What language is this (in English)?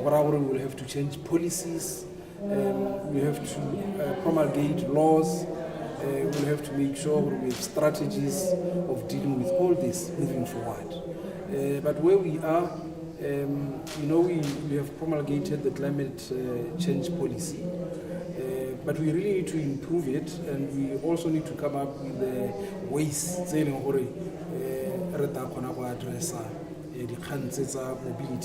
Tswana